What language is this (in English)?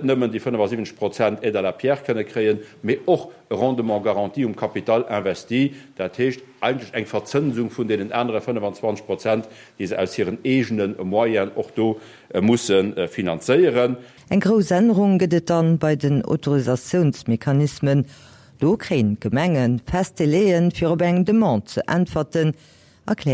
Luxembourgish